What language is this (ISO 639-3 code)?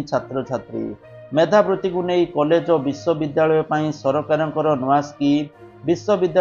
ori